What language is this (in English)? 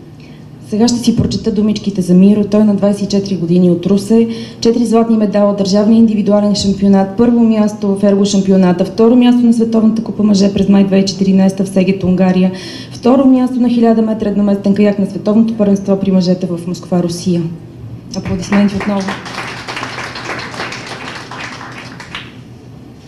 Bulgarian